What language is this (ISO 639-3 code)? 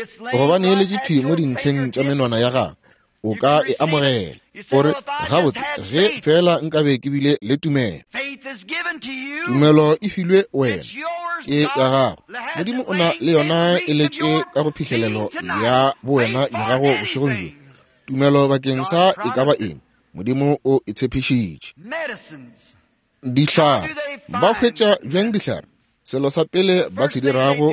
nso